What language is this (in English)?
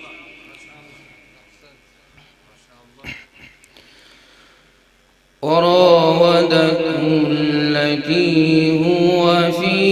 Arabic